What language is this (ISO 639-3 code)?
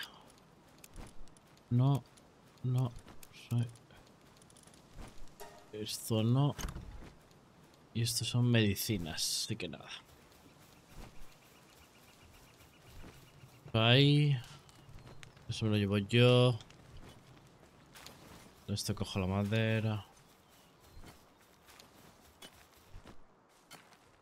spa